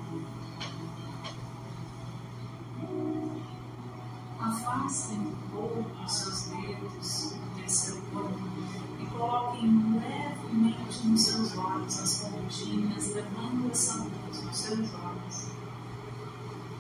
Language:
Portuguese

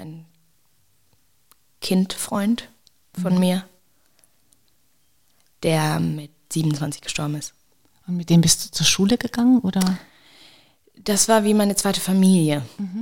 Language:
German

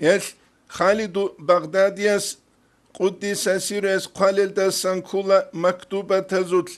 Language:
Avaric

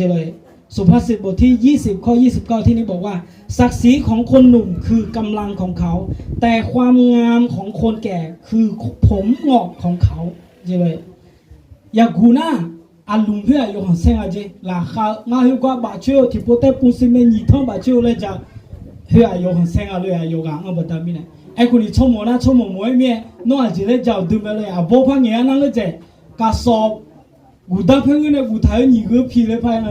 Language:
Akha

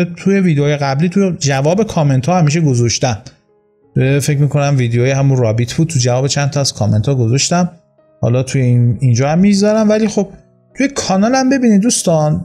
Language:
Persian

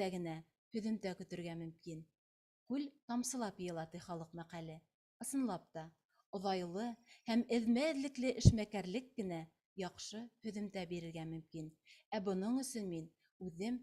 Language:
Bashkir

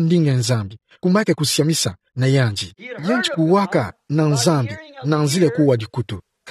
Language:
Kituba (Democratic Republic of Congo)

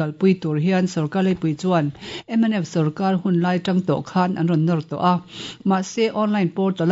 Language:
Mizo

